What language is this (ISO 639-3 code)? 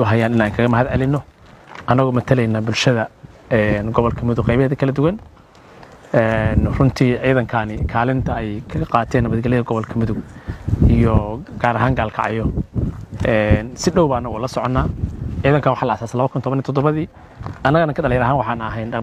som